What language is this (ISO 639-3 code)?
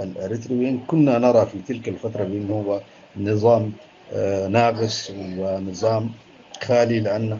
tig